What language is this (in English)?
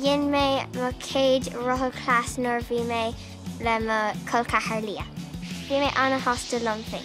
Irish